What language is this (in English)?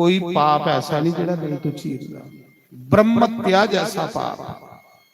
Dogri